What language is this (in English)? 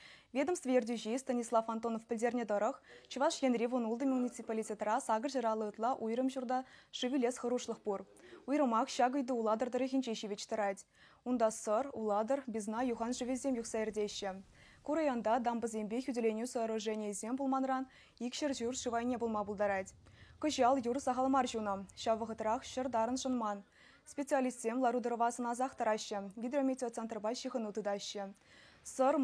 Chuvash